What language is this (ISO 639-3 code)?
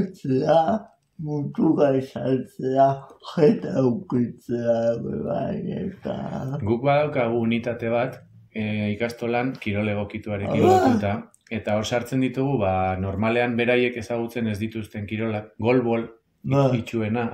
eus